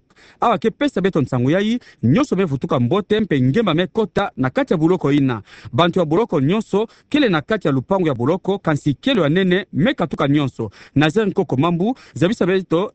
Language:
Kituba (Democratic Republic of Congo)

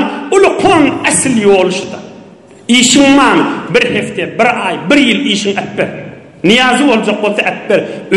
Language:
Turkmen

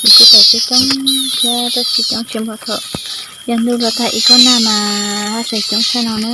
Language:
Hmong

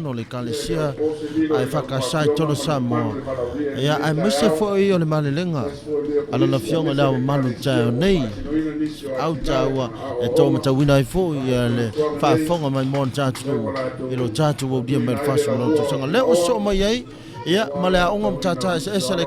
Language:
Samoan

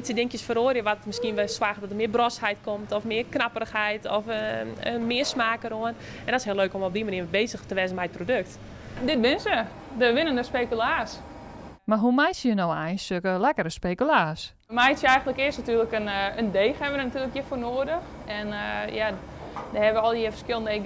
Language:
Western Frisian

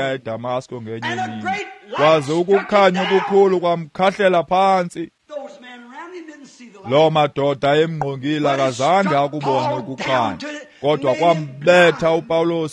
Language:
Xhosa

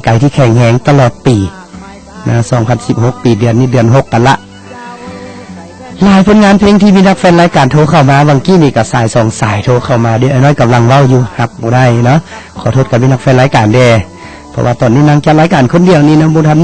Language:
Lao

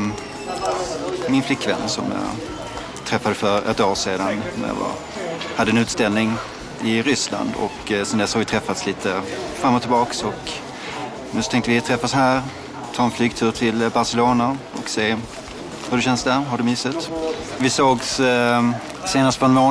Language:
Swedish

